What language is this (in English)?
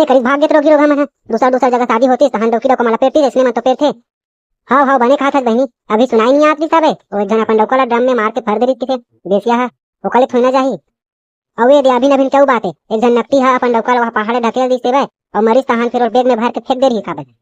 Chhattisgarhi